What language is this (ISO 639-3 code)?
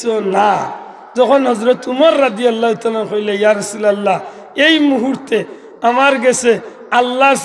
syl